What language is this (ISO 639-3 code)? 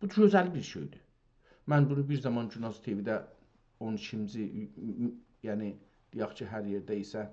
azb